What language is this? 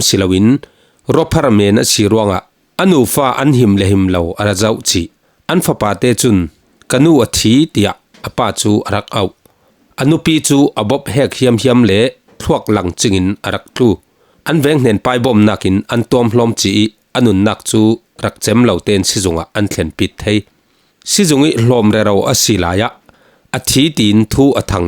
Falam Chin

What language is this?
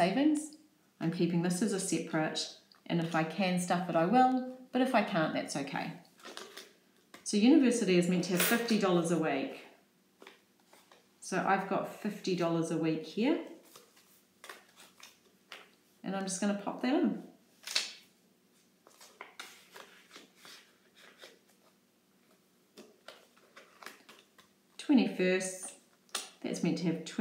English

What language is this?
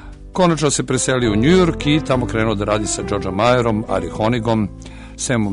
Serbian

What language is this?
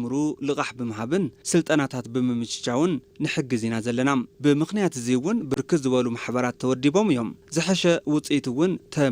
Tigrinya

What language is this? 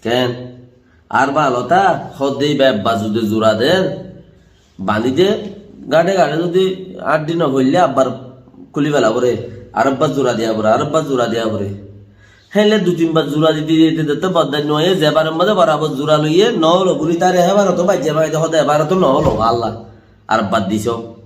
Rohingya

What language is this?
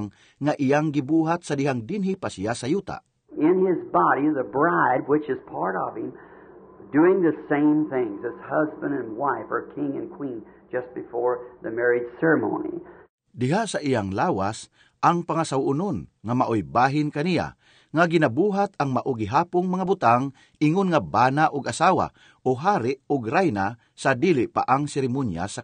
Cebuano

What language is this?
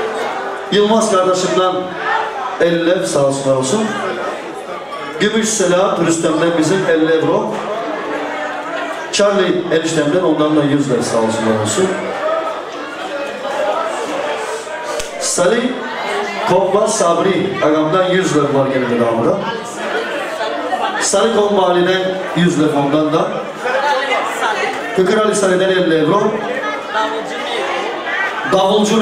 Turkish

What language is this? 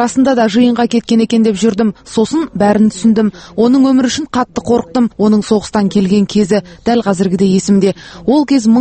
Kazakh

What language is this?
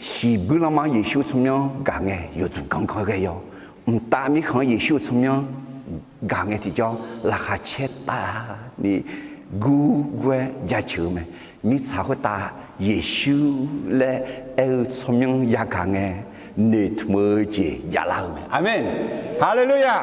Akha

